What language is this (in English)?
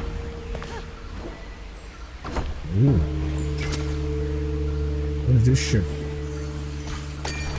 Hindi